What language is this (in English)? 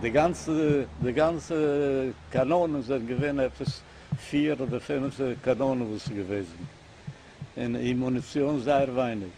Yiddish